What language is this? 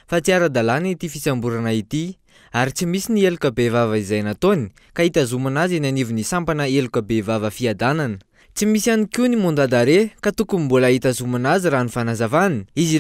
Malagasy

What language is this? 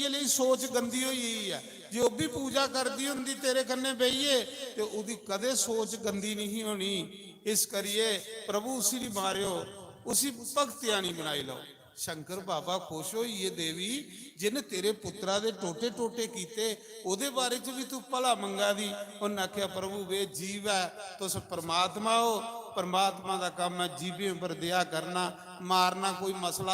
Dogri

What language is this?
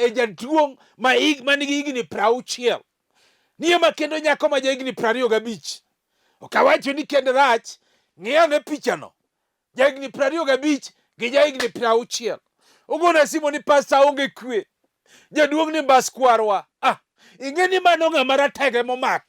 Luo (Kenya and Tanzania)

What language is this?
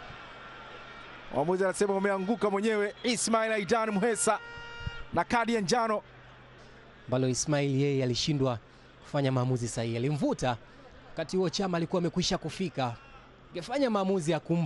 Swahili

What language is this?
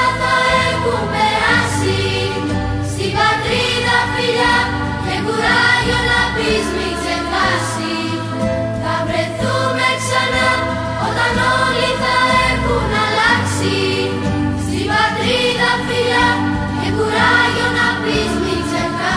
Greek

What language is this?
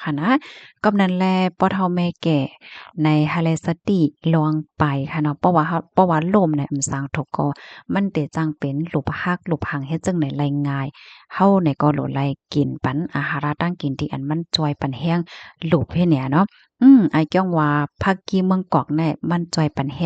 Shan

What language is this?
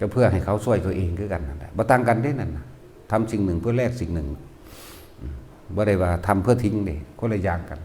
Northeastern Thai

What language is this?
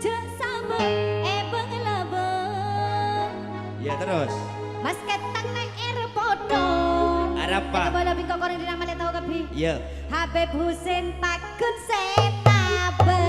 Madurese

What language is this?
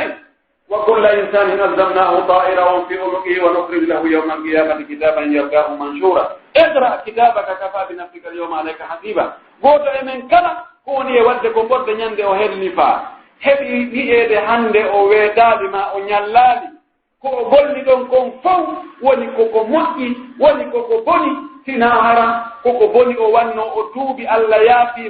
Pular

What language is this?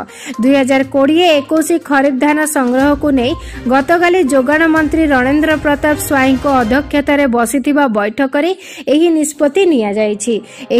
Odia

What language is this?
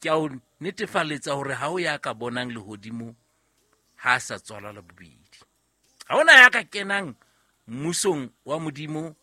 Southern Sotho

